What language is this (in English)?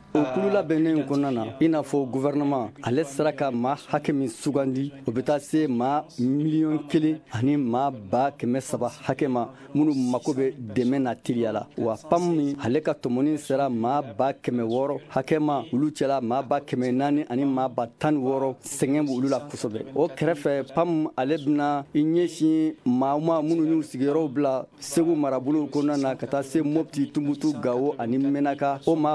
Bambara